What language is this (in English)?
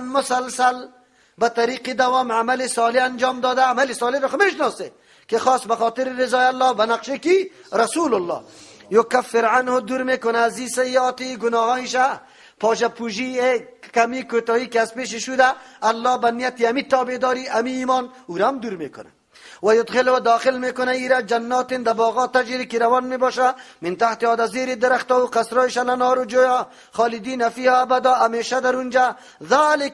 Persian